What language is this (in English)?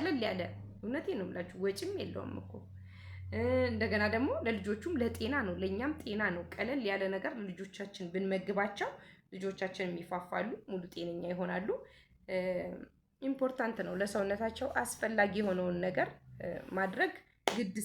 Amharic